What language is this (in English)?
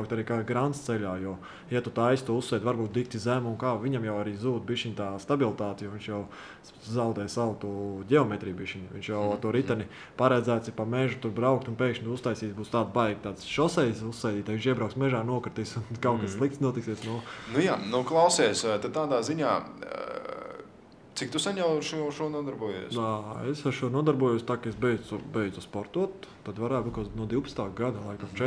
Latvian